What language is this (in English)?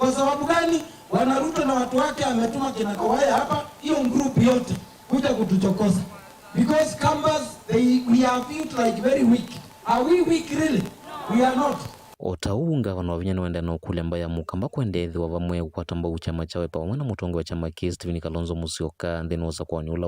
Kamba